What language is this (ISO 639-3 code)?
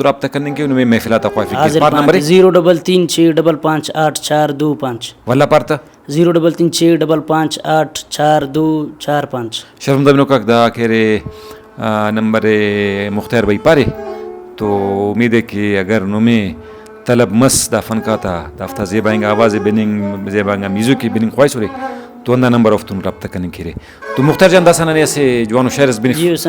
brh